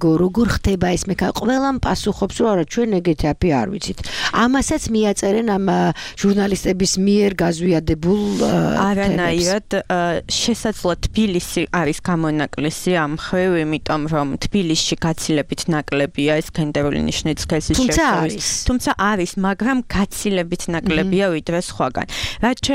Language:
Georgian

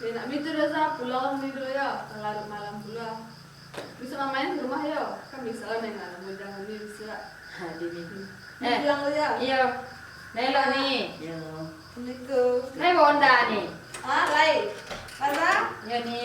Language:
Minangkabau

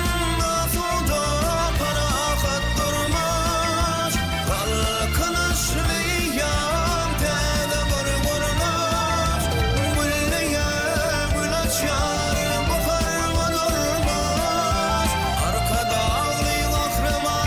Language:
Turkmen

